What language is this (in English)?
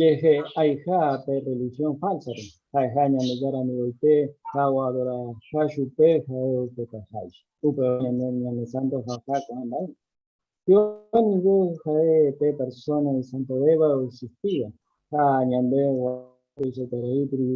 Guarani